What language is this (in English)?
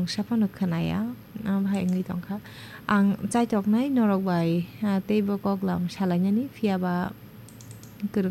Kok Borok